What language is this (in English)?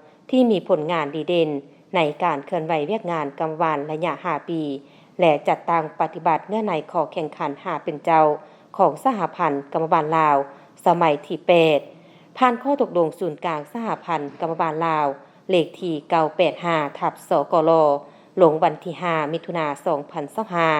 Lao